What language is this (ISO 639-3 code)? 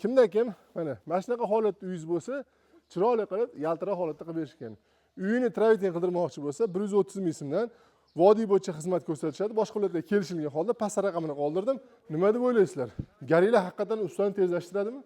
uzb